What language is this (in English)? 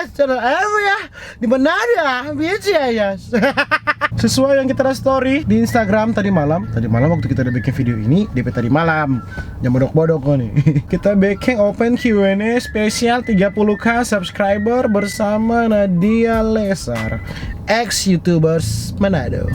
Manado Malay